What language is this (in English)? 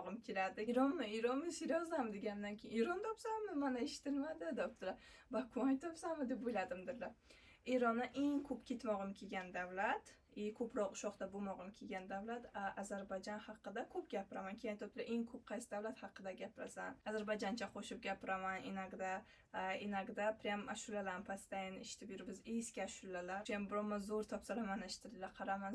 Uzbek